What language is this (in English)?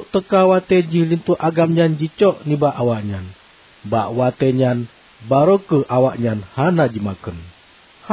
Achinese